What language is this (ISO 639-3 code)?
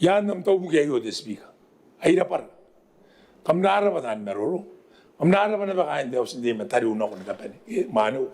gil